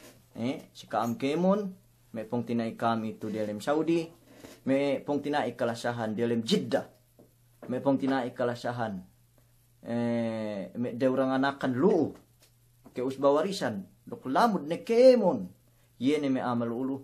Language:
Yakan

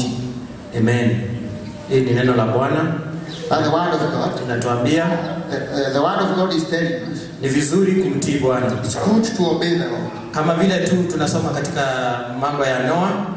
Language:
Swahili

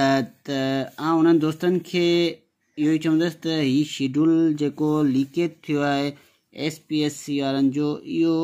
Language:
Sindhi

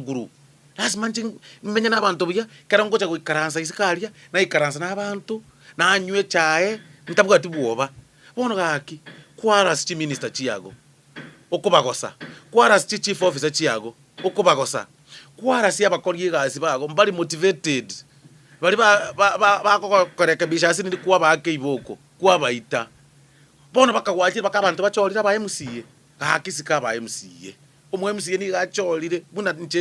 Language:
Gusii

